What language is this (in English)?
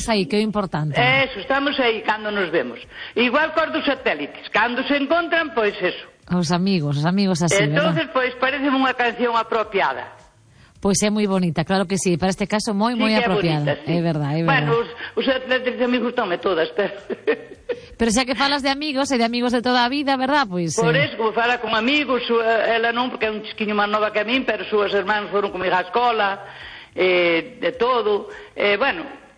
Galician